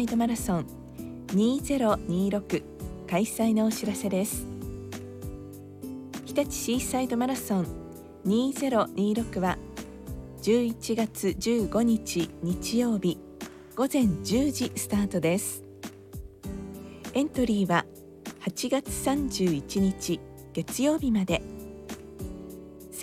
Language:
Japanese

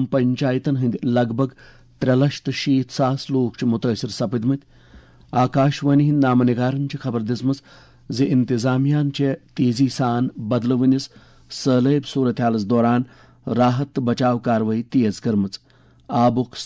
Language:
Kashmiri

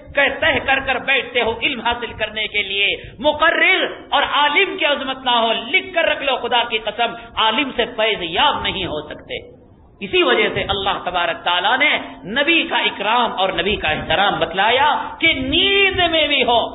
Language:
Urdu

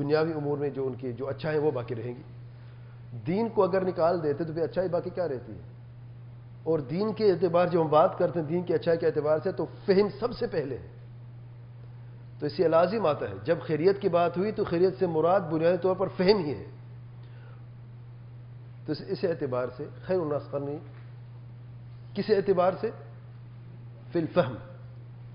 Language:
Urdu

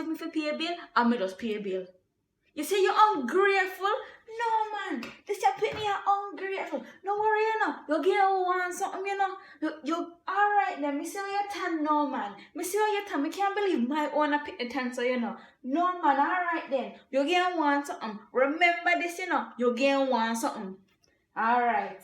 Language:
Jamaican Creole English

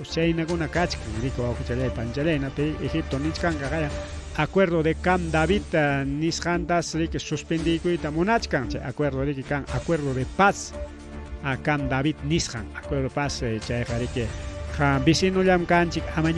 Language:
Ayacucho Quechua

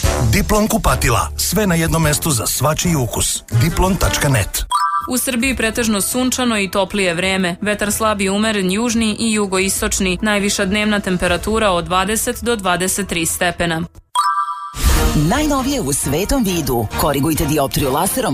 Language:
Serbian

